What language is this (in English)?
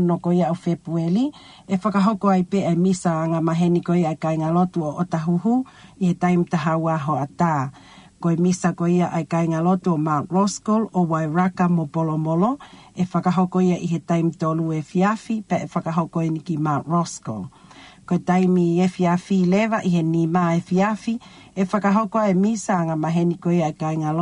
Tongan